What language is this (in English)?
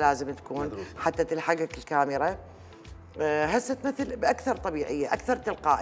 Mesopotamian Arabic